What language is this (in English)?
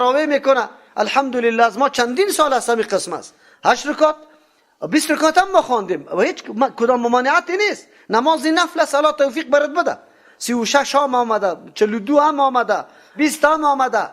Persian